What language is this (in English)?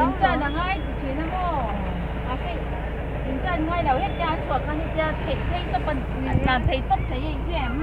Mizo